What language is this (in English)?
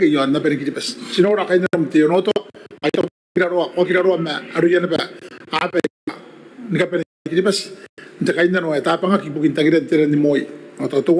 Gilbertese